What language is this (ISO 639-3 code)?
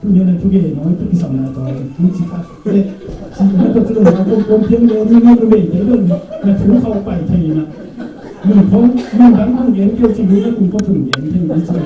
ctd